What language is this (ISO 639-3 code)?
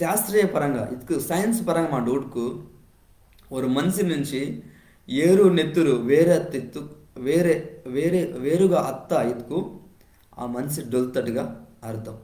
kff